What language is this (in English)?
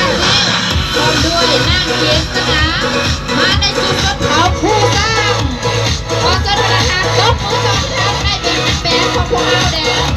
Lao